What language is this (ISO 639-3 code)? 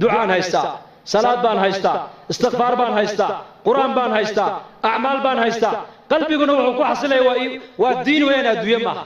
som